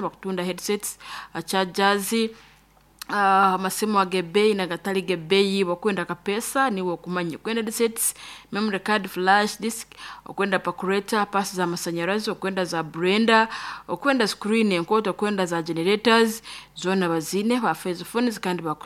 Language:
Nyoro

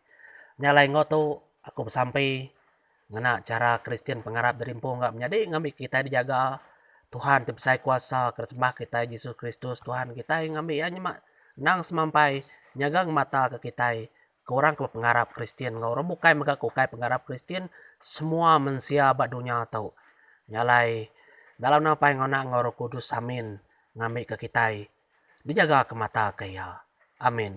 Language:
Iban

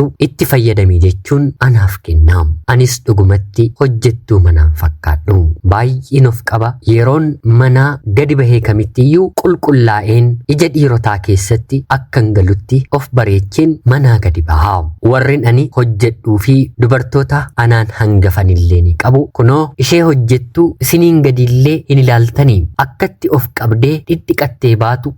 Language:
Oromo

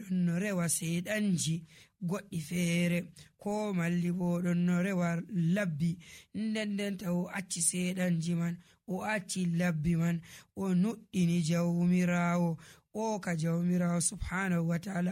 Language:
Nigerian Fulfulde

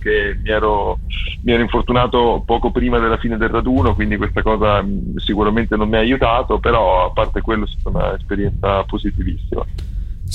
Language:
Italian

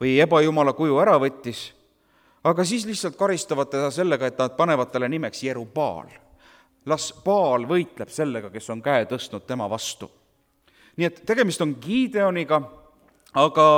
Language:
Estonian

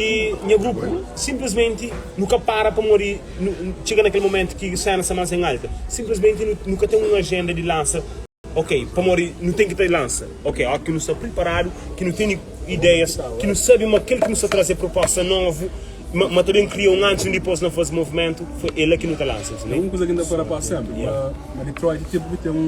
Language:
Kabuverdianu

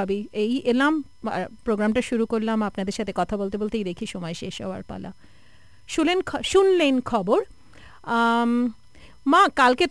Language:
Bangla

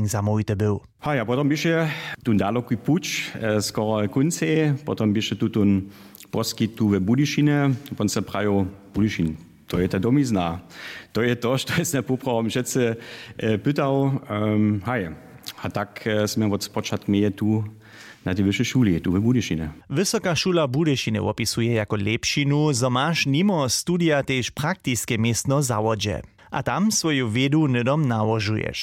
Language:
Upper Sorbian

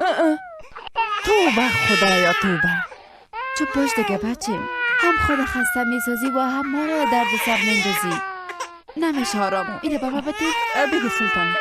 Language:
Persian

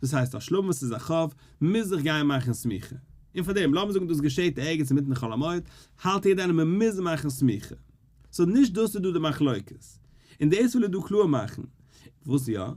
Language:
Yiddish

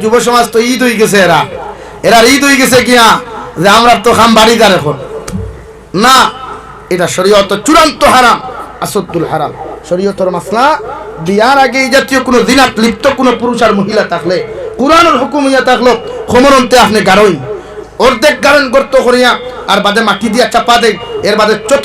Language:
Sylheti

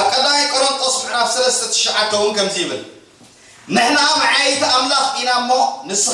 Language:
Tigrinya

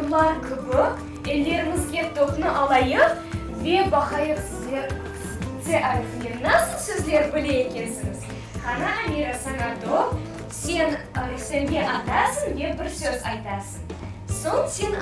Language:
Crimean Tatar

